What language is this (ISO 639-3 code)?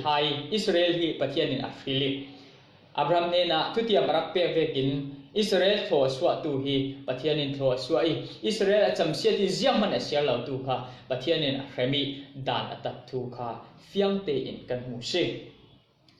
cfm